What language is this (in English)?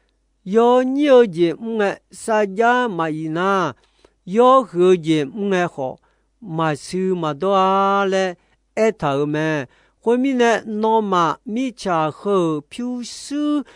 Akha